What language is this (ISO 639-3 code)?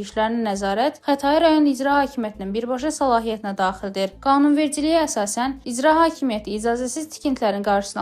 aze